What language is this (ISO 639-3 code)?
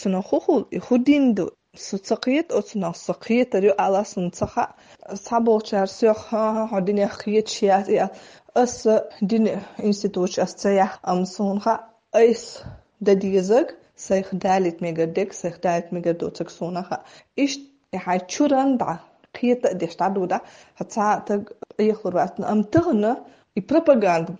che